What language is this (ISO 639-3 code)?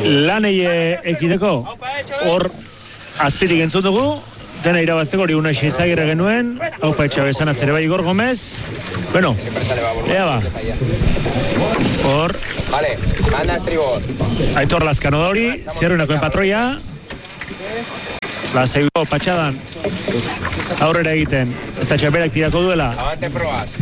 eus